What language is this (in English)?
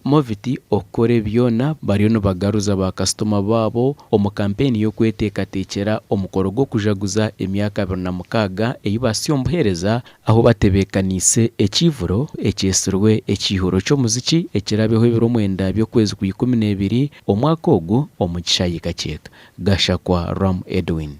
Nyankole